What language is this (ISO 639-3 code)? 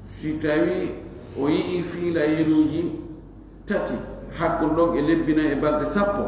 ful